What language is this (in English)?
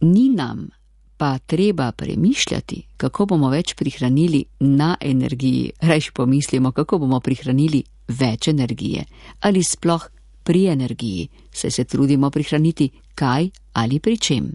Slovenian